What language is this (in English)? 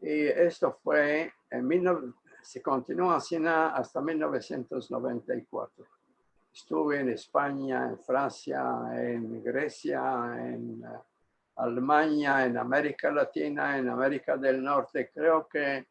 Ladino